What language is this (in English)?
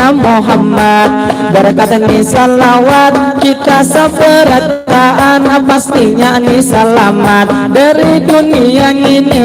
Banjar